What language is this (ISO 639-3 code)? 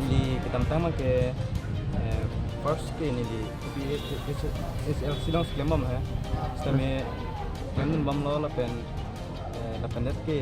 mjw